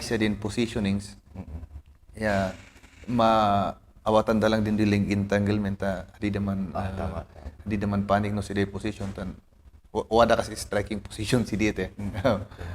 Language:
Kankanaey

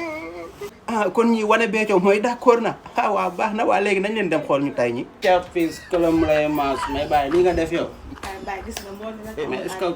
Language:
Wolof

